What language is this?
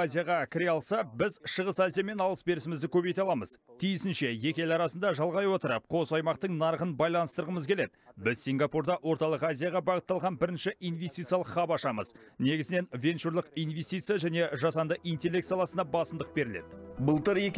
Kazakh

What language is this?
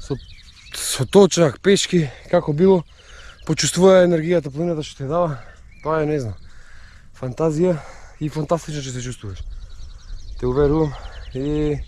Macedonian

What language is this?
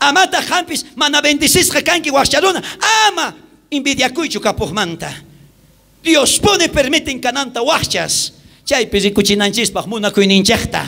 South Bolivian Quechua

